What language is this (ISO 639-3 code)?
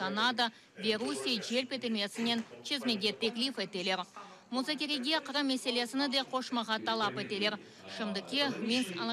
crh